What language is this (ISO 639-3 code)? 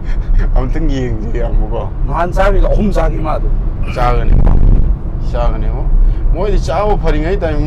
mni